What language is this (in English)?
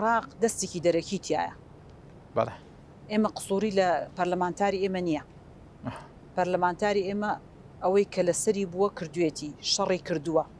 Central Kurdish